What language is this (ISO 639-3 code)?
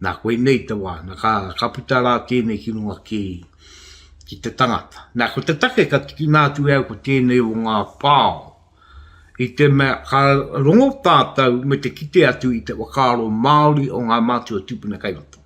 mri